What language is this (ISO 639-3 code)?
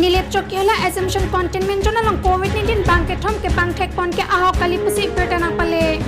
mjw